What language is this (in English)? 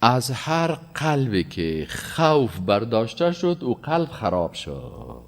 Persian